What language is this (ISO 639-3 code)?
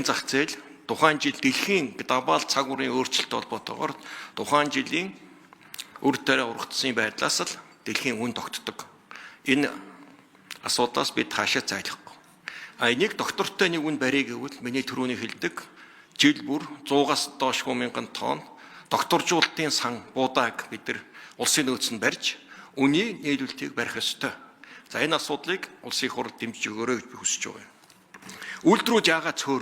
mon